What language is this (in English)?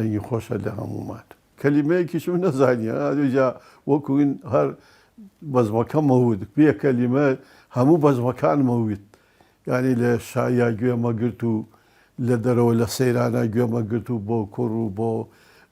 Central Kurdish